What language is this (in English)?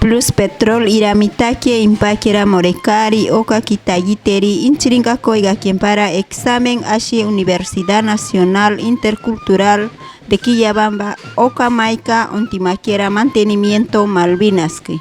Machiguenga